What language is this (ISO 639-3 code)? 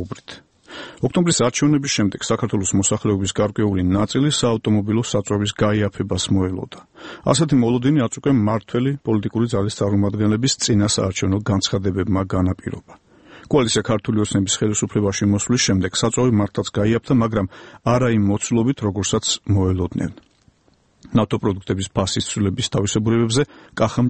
kat